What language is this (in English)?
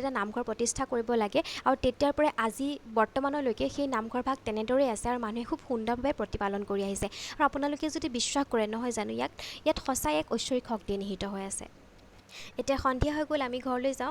Assamese